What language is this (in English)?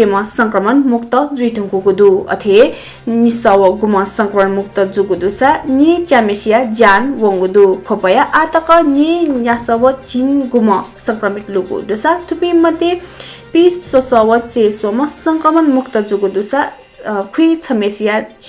Newari